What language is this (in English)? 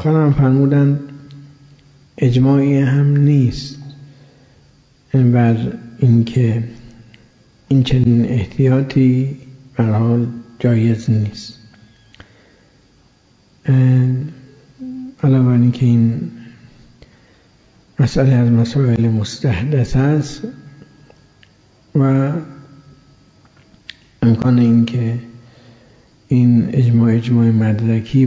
Persian